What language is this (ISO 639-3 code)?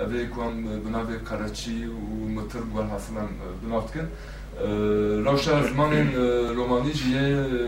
kur